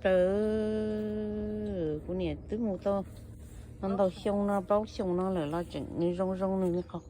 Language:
Hmong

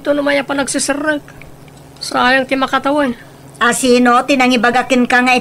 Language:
Iloko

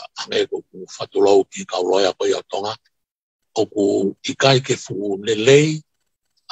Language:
Tongan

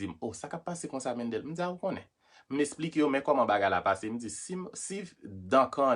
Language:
Haitian Creole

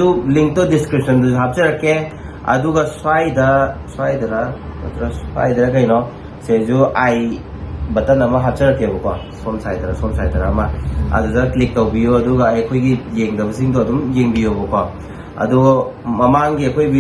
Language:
Manipuri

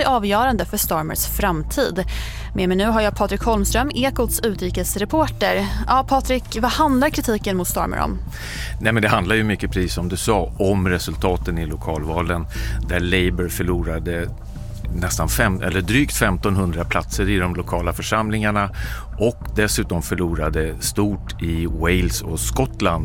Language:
Swedish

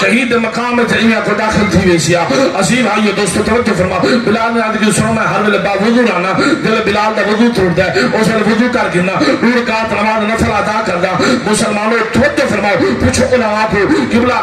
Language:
Saraiki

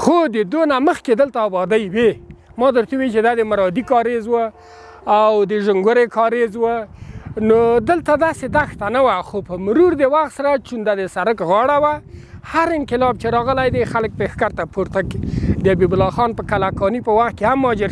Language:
Pashto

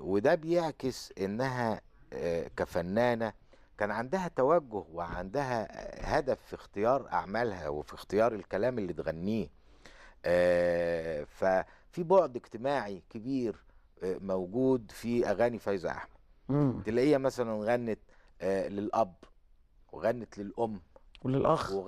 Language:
Egyptian Arabic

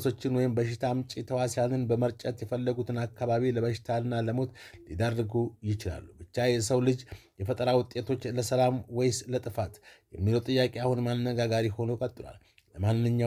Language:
Amharic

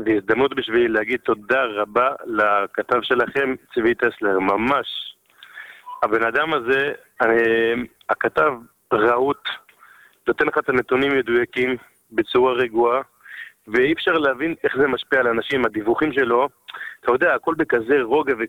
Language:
Hebrew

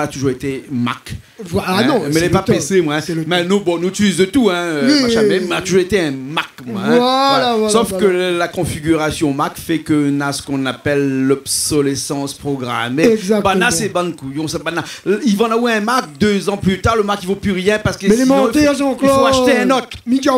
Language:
Réunion Creole French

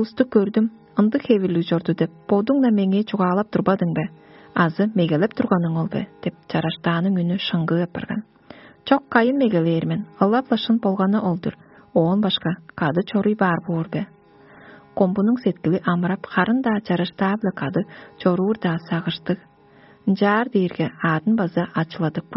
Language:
Tuvinian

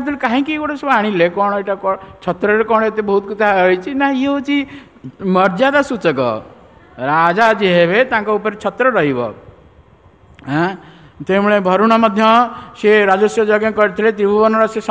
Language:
Odia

